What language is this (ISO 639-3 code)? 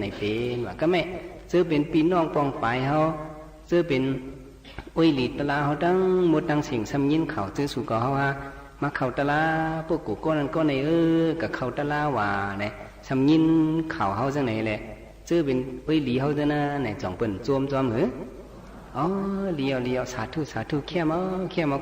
shn